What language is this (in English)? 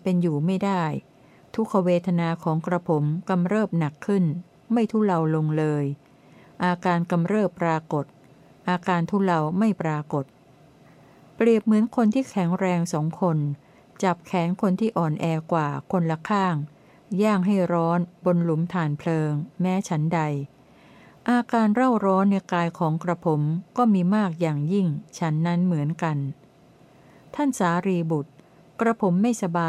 Thai